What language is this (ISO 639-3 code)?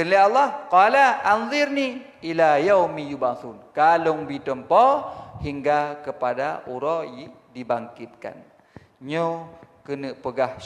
ace